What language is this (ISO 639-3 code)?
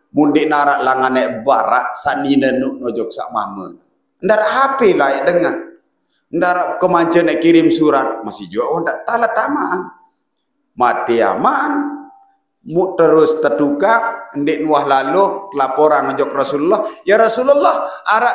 sas